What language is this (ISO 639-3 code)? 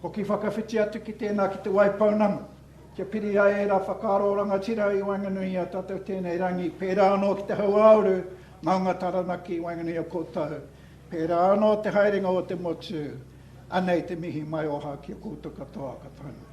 mri